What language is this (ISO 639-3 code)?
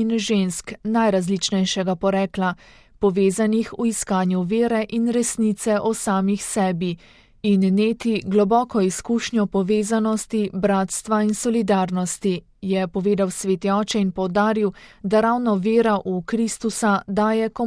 slv